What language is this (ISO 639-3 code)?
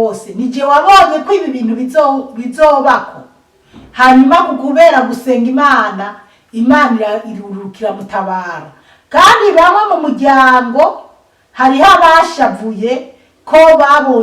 run